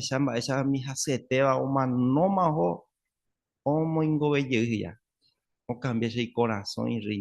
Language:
Guarani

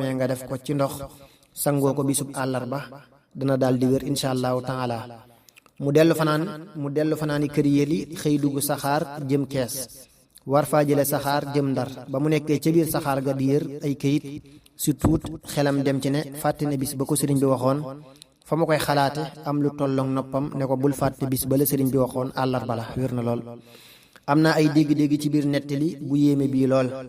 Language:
Wolof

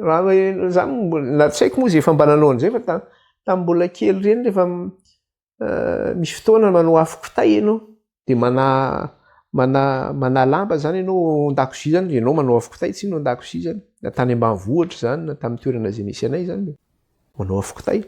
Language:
Malagasy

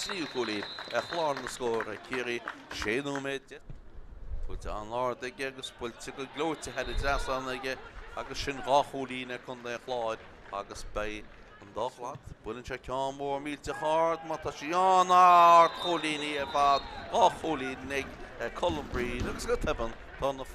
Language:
Irish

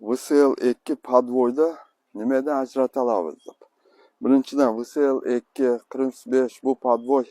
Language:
Uzbek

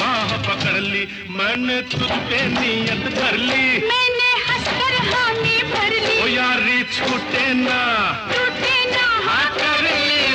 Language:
Hindi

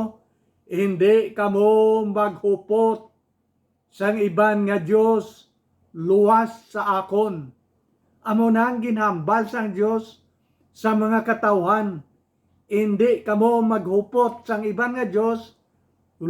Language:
Hiligaynon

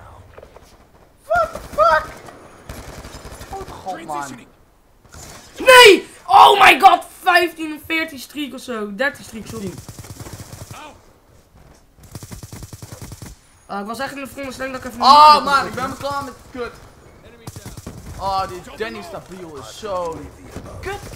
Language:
Dutch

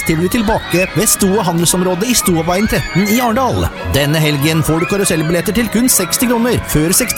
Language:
Norwegian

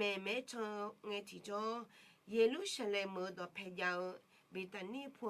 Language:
Akha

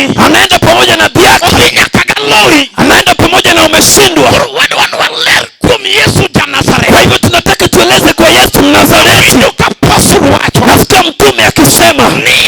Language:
Luo (Kenya and Tanzania)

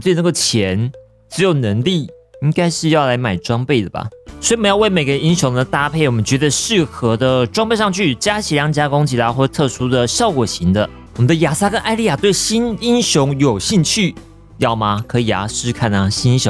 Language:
Chinese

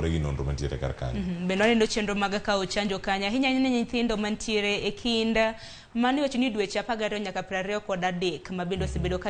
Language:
Luo (Kenya and Tanzania)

